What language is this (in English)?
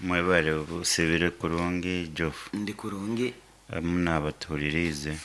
Nyankole